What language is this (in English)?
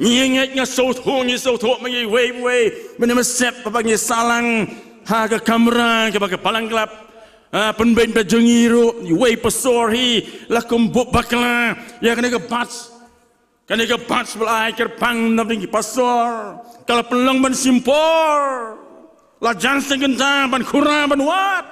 Khasi